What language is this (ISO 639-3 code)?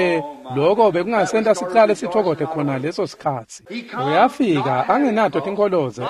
ssw